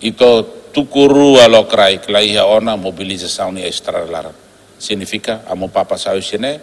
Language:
Tetum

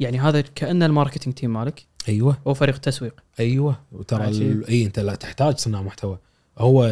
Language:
Gulf Arabic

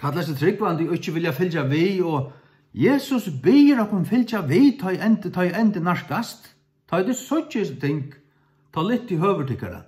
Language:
Faroese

